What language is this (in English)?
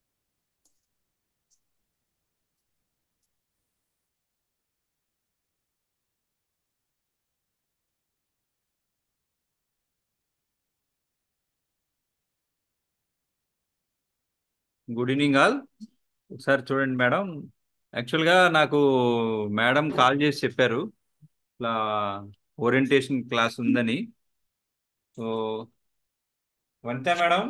Telugu